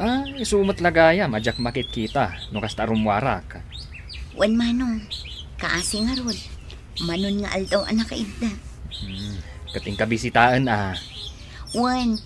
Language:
Iloko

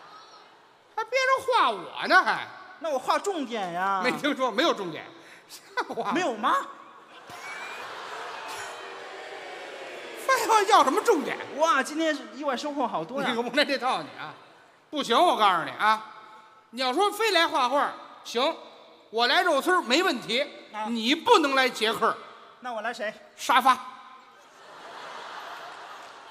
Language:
Chinese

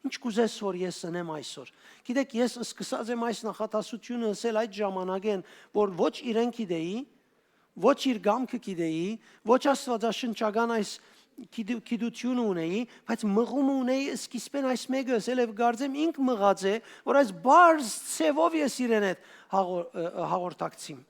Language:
Western Armenian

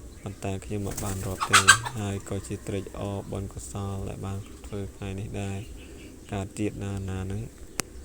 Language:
Khmer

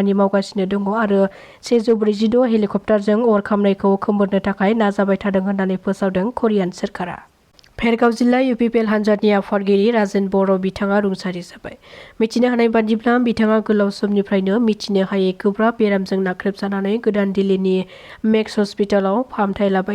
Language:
Bodo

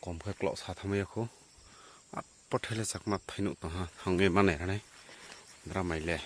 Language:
Riang (India)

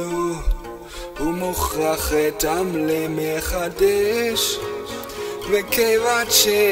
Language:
Hebrew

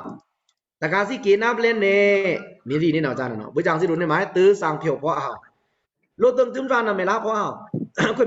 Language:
Pa'o Karen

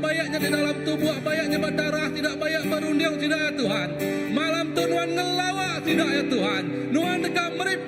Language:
Iban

